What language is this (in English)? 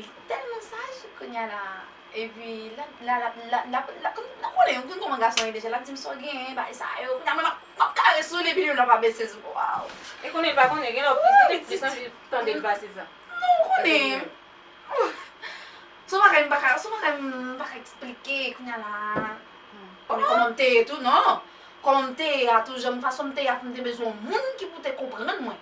Haitian Creole